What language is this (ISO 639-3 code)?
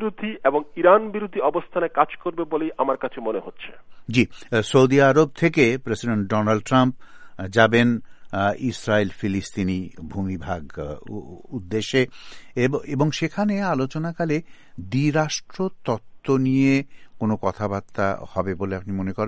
ben